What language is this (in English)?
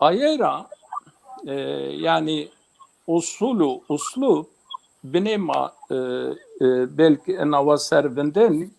Zaza